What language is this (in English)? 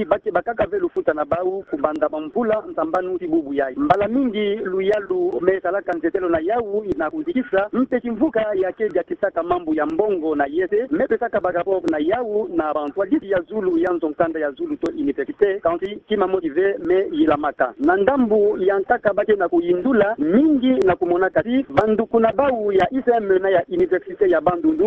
Kituba (Democratic Republic of Congo)